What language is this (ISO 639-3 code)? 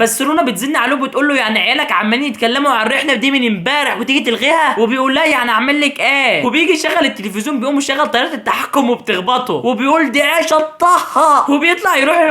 arz